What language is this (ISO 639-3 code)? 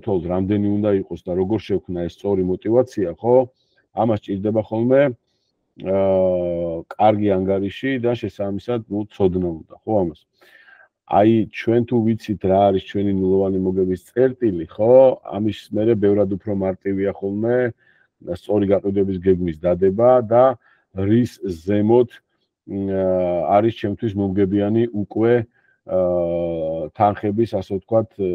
kat